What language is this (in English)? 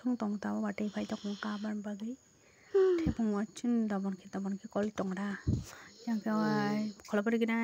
Kok Borok